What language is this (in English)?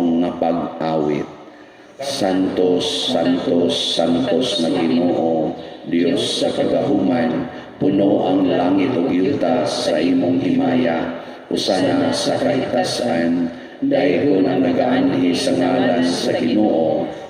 Cebuano